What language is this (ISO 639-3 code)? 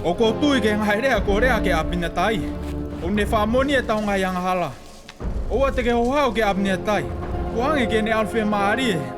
ton